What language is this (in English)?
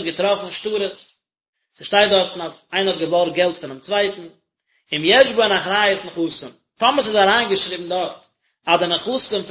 Yiddish